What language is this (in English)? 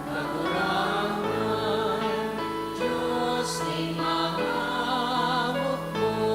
Bikol